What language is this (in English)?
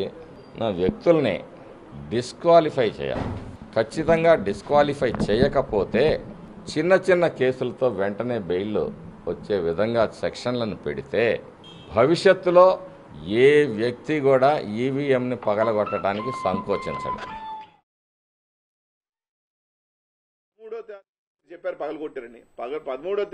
Telugu